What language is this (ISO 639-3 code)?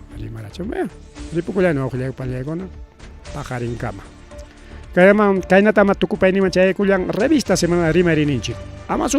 quy